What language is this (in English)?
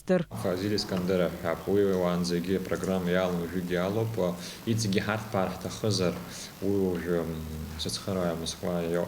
Abkhazian